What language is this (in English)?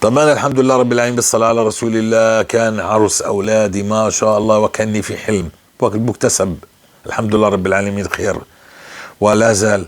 North Levantine Arabic